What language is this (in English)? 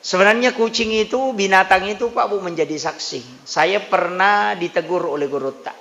Buginese